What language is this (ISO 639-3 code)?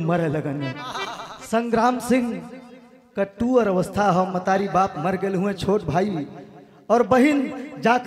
bho